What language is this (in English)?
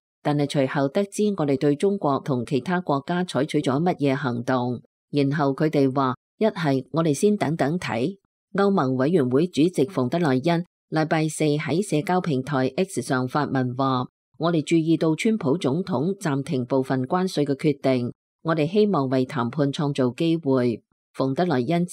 Cantonese